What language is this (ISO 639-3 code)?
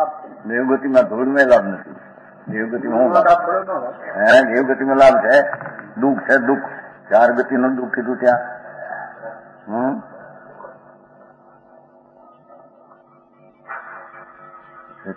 guj